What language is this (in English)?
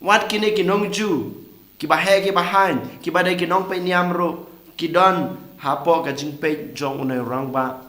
Khasi